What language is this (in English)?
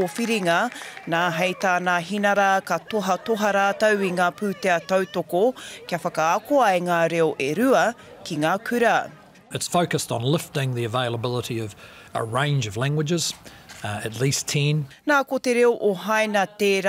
Māori